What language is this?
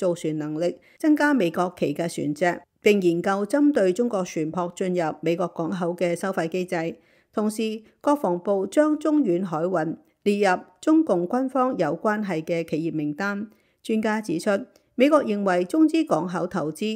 Cantonese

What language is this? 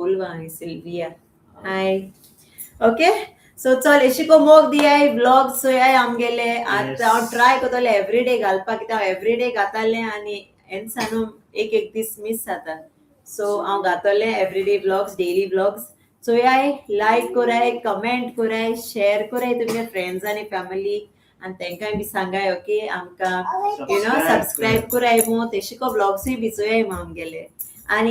Konkani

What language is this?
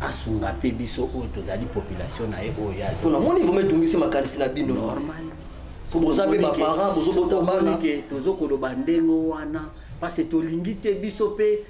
Lingala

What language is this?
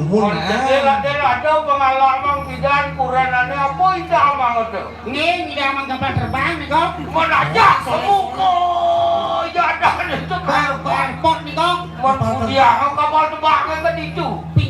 Balinese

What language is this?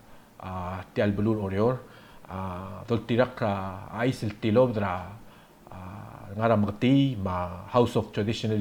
Palauan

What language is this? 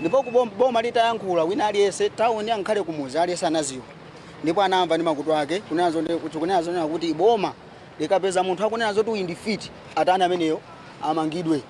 Nyanja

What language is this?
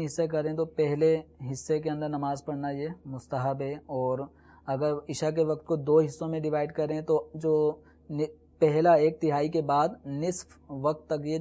Urdu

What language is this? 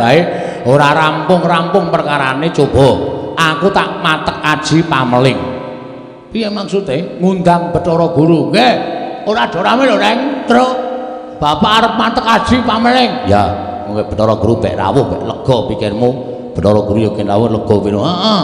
Javanese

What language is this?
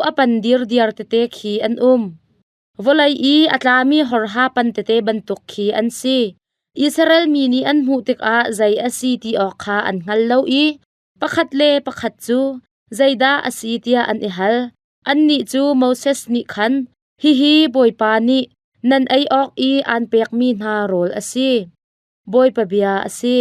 Hakha Chin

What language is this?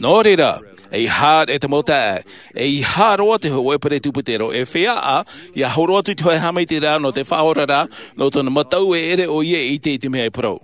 Tahitian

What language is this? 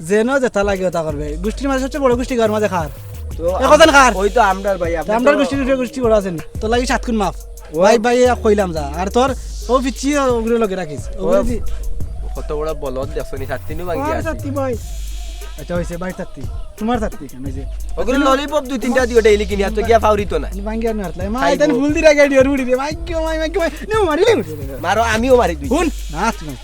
Sylheti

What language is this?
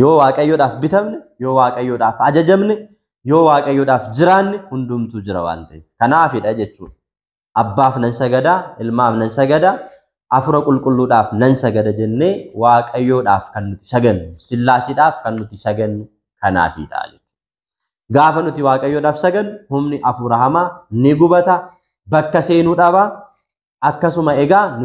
Oromo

